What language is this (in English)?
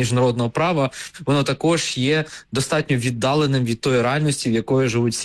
Ukrainian